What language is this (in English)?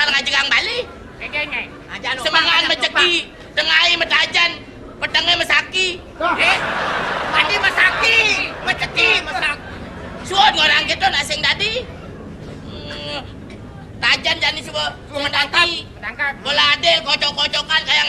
Balinese